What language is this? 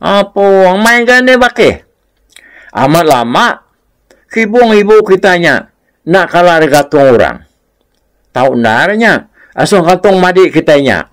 Iban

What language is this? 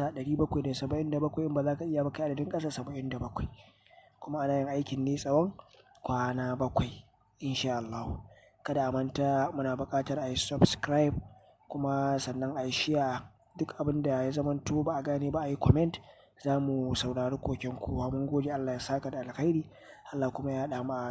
Hausa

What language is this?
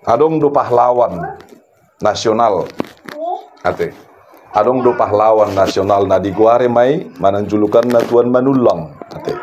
Batak Toba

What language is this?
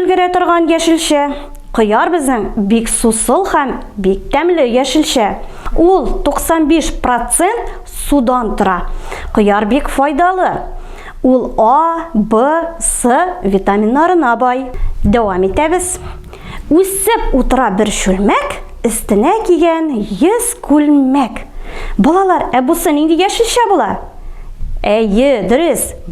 Tatar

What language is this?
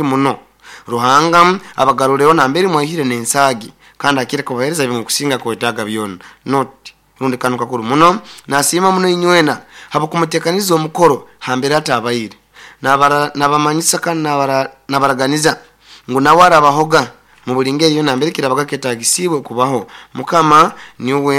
Nyoro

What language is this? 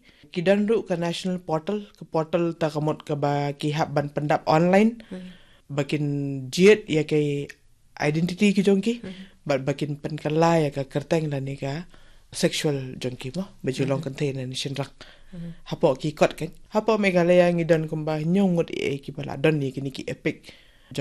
Khasi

